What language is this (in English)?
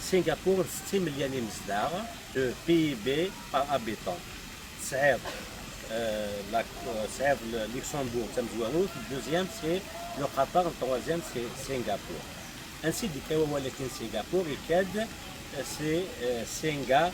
Kabyle